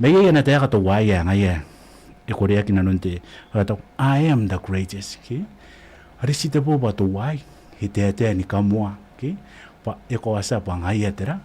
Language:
Gilbertese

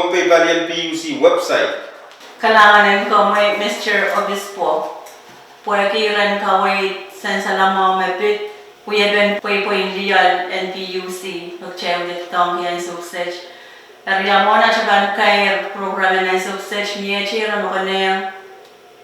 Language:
Pohnpeian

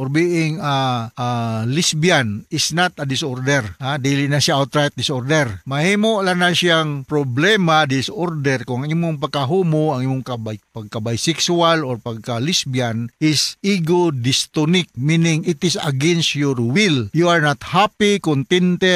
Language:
Cebuano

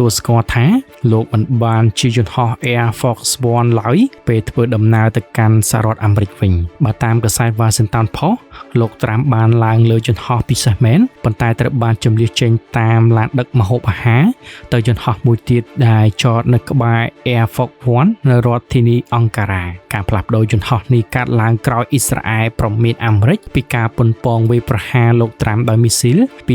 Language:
Khmer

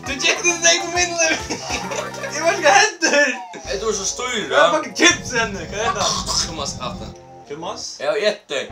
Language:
Faroese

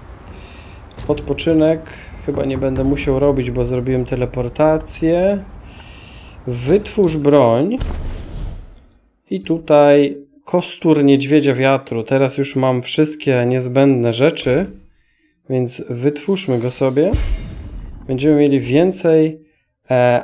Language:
Polish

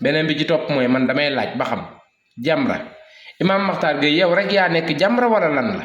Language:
Wolof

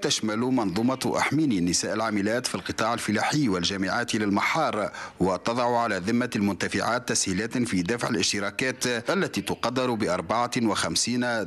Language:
Tunisian Arabic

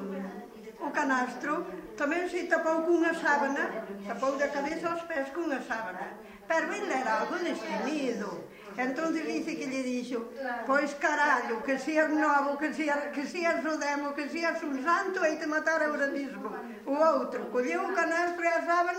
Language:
Galician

